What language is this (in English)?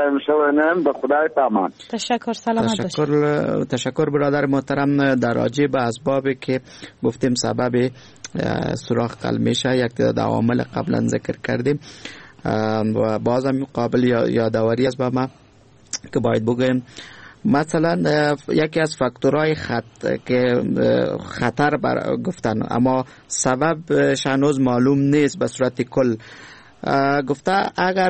Persian